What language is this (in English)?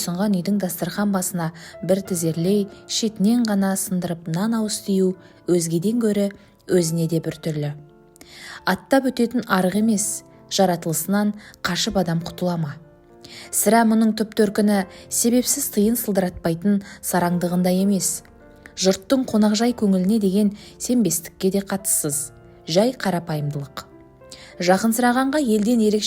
Kazakh